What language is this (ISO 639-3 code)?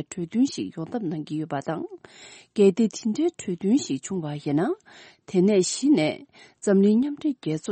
bod